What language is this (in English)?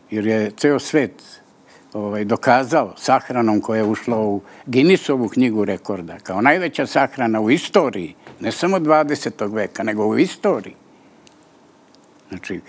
Serbian